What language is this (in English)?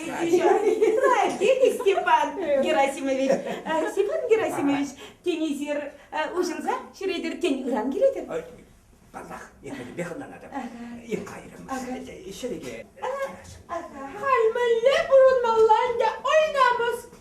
Chuvash